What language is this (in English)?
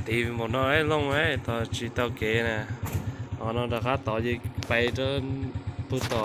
Hmong